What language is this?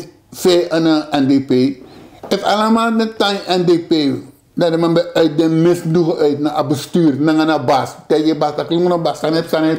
Sranan Tongo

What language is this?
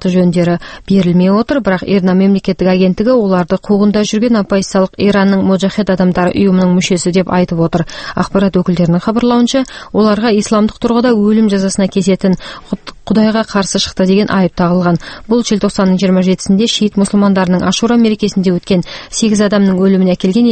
Kazakh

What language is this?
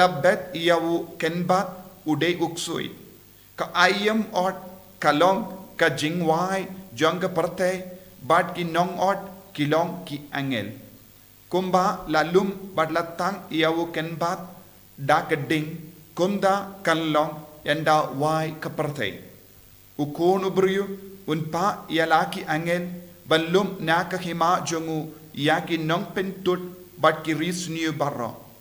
Khasi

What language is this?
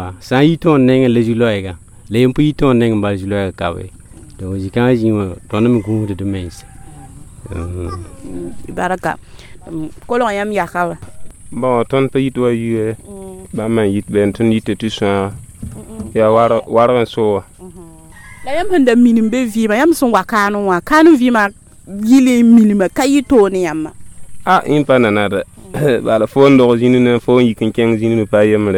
Mossi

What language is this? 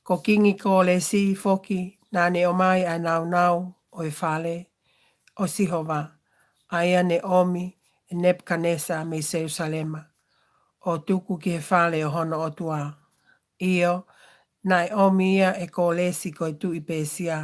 Tongan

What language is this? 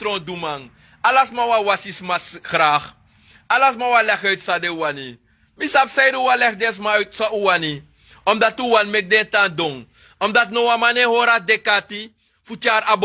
Sranan Tongo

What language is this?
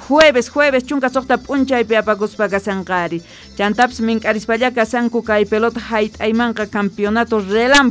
South Bolivian Quechua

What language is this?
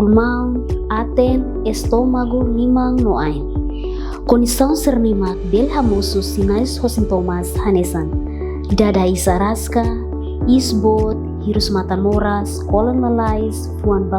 Tetum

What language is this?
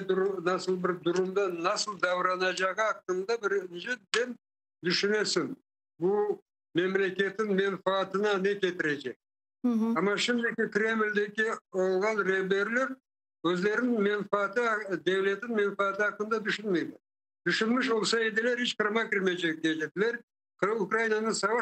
Crimean Tatar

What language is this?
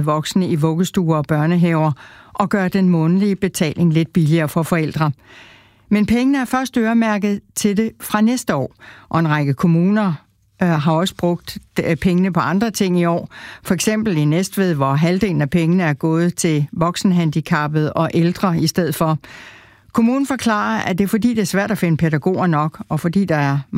Danish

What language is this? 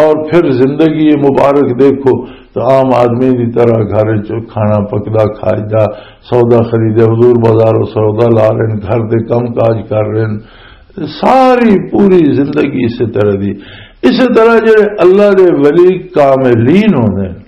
Western Panjabi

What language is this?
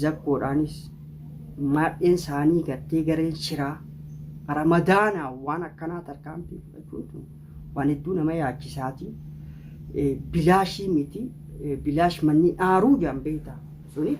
Oromo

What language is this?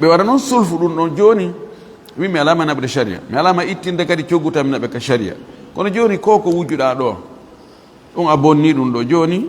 Fula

